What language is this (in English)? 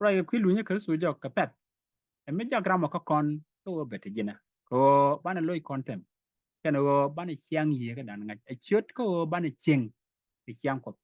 Nuer